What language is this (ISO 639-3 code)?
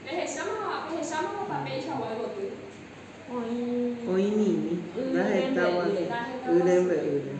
grn